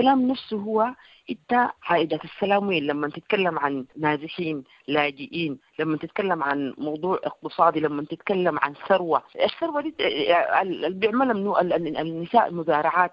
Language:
Sudanese Arabic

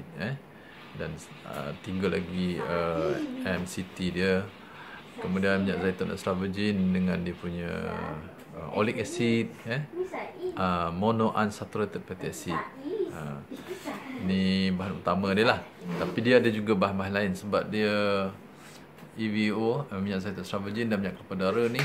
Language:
Malay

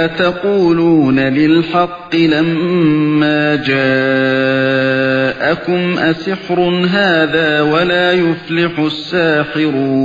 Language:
Uyghur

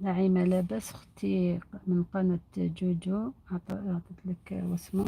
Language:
Algerian Arabic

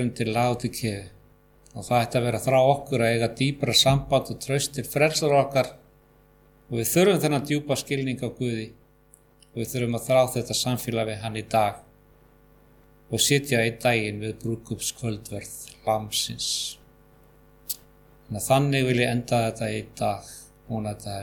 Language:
Icelandic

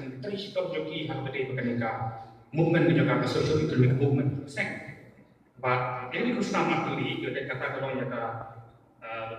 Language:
Khasi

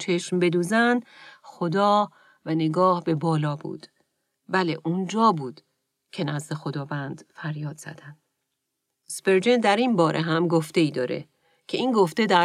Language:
Persian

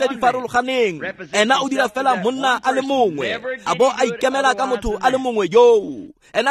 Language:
Tswana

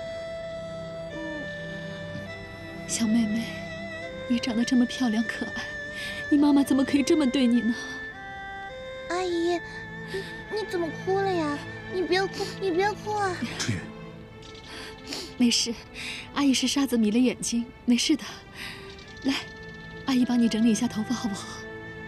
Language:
Chinese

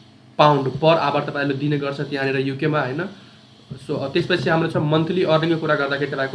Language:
Nepali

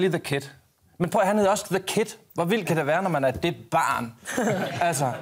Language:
Danish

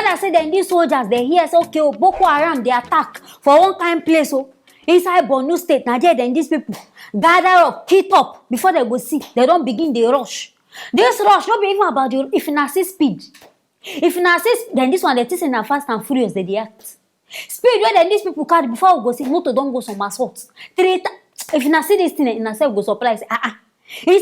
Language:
Nigerian Pidgin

